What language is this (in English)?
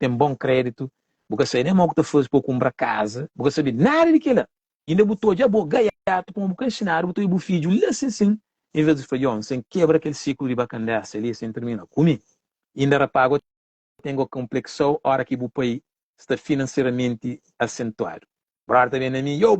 Kabuverdianu